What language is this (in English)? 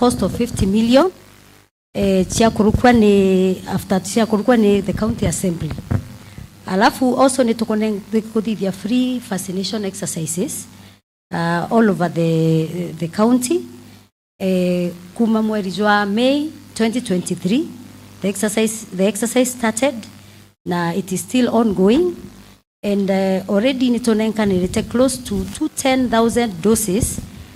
Meru